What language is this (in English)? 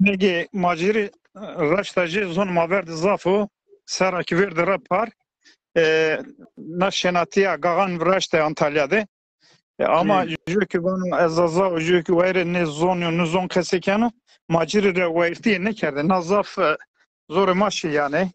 Zaza